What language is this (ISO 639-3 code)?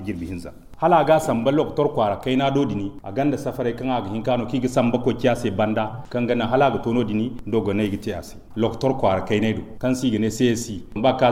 dje